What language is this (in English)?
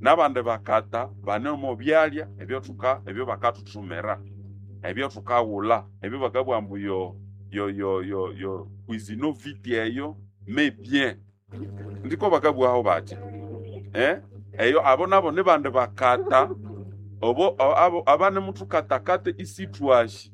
Nande